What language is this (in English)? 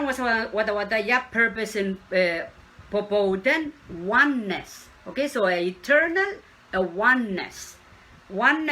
Pohnpeian